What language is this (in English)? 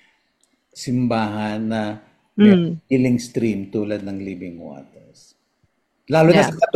Filipino